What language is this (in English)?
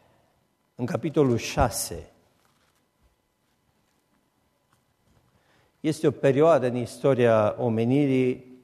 Romanian